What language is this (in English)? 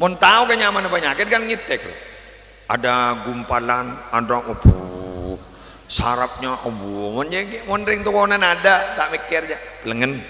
Madurese